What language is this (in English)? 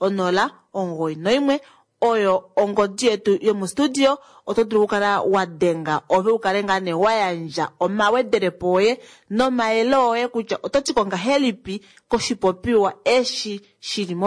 Kuanyama